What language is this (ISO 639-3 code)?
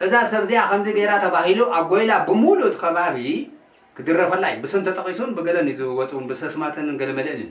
tir